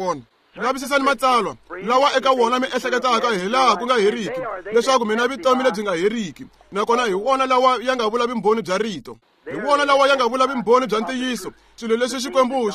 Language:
Tsonga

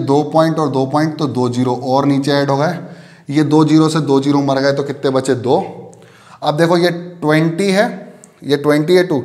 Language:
Hindi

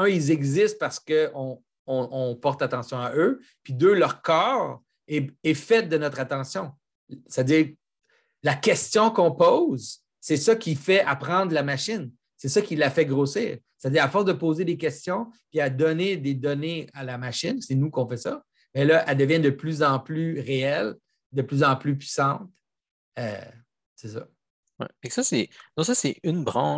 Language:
French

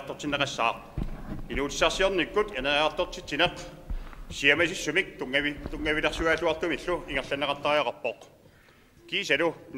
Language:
Kalaallisut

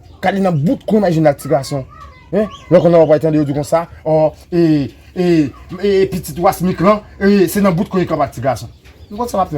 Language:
Haitian Creole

